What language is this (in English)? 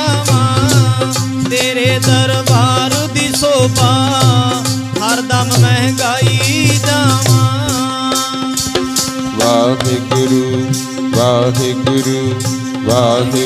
Punjabi